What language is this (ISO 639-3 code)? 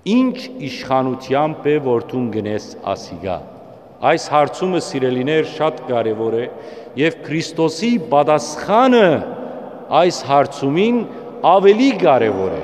hyw